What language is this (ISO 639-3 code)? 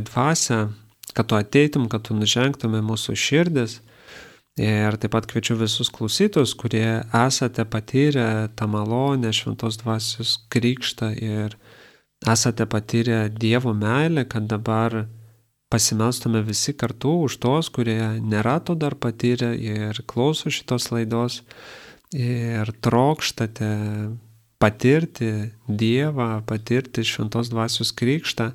lit